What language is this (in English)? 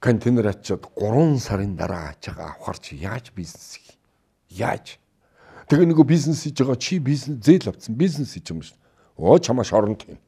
Mongolian